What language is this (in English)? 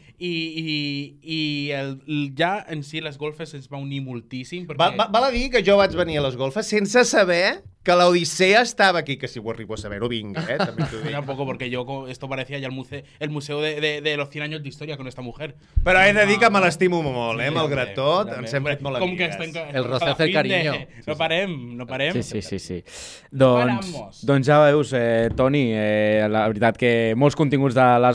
Catalan